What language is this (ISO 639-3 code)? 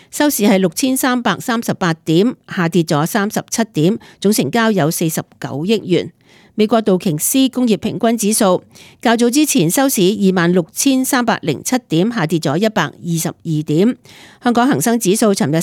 yue